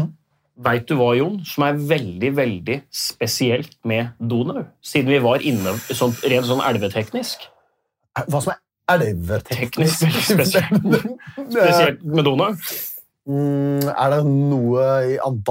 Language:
Norwegian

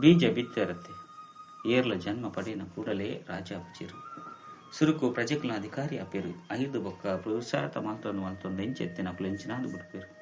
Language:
Tulu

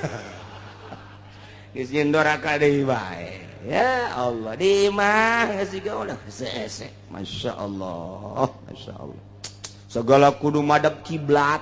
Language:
Sundanese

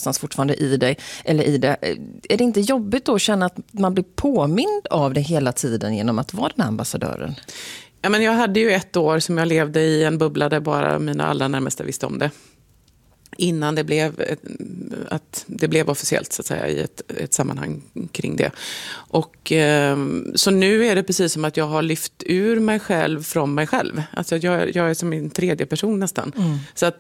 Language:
Swedish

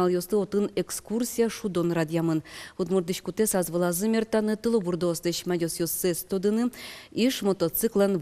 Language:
Udmurt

